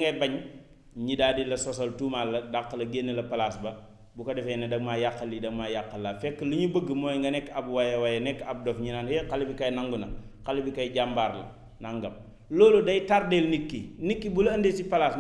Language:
Wolof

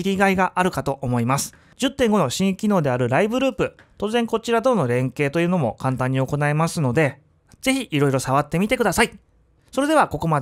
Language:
Japanese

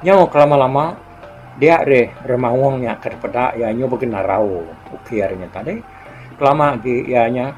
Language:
Iban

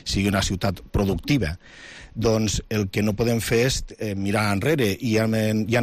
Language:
Catalan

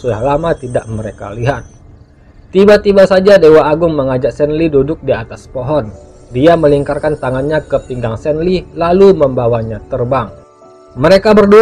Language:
Indonesian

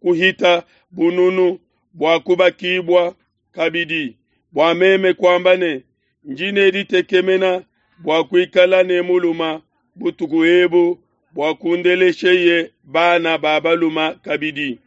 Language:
Luba-Lulua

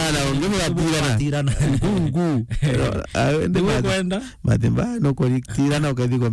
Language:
Meru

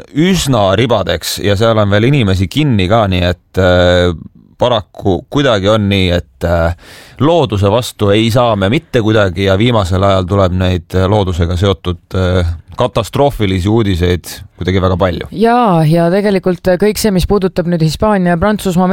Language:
Estonian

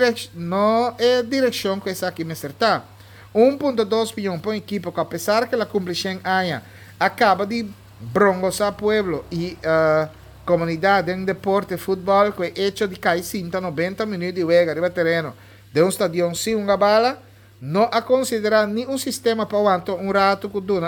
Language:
Papiamento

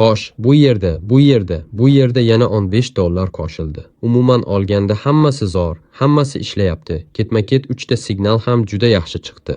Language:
Uzbek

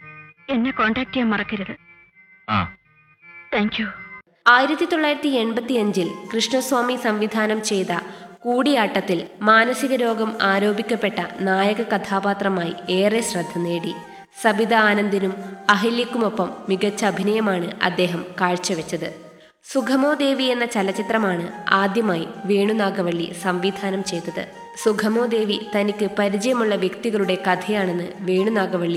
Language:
Malayalam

